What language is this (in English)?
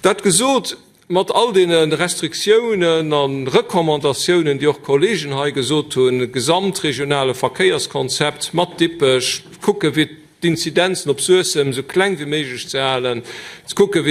Luxembourgish